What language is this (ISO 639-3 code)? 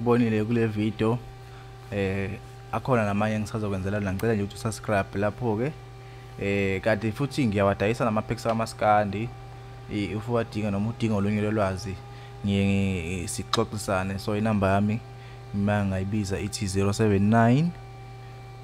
zul